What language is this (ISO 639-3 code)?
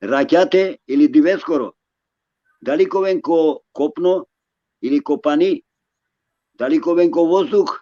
rmn